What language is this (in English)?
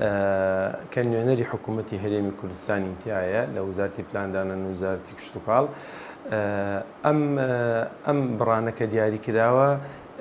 Central Kurdish